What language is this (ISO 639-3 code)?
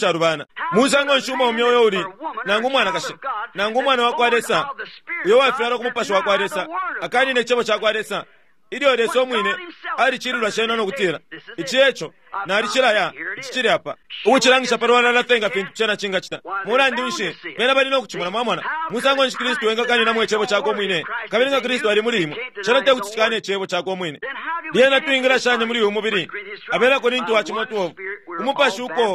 bem